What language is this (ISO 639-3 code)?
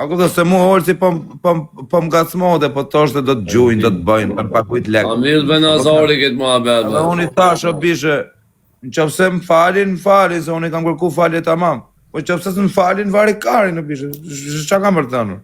sqi